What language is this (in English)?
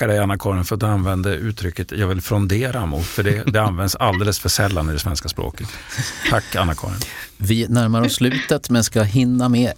Swedish